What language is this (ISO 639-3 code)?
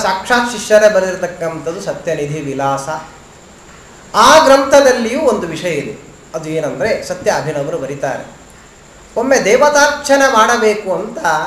kan